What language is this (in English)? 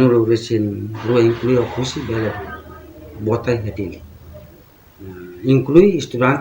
Tetum